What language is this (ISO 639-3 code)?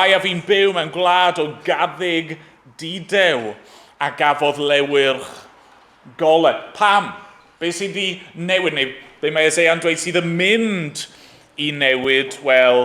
cym